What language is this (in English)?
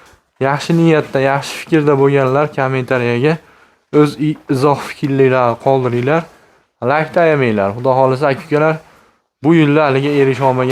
Uzbek